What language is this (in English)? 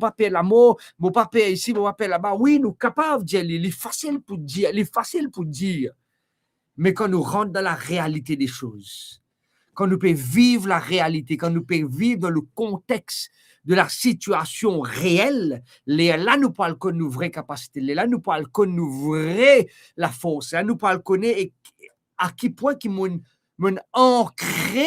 Morisyen